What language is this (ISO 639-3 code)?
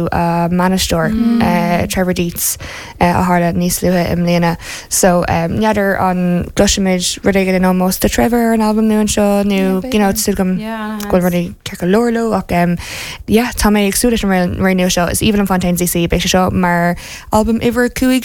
gle